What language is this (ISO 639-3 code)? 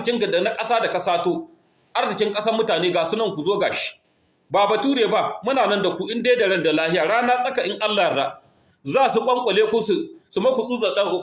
hau